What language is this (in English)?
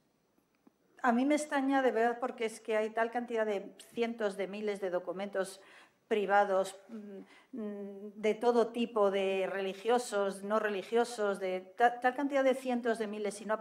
Spanish